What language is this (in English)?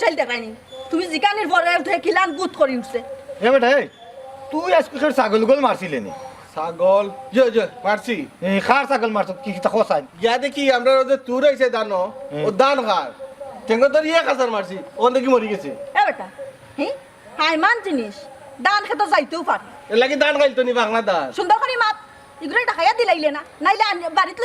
Sylheti